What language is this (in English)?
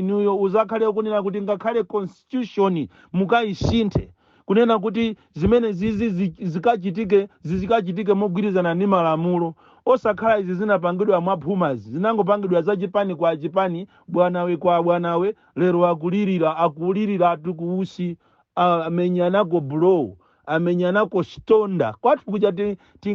Nyanja